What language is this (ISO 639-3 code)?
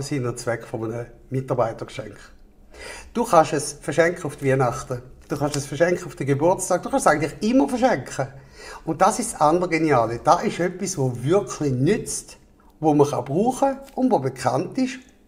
gsw